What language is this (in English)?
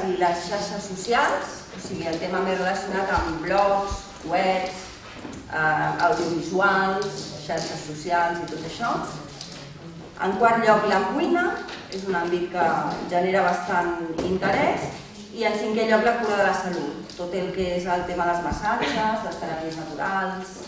Catalan